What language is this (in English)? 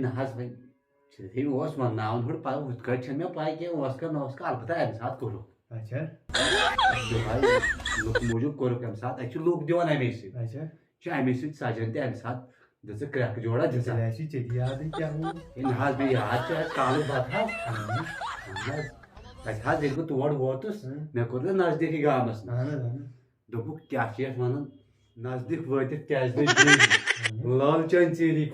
Kashmiri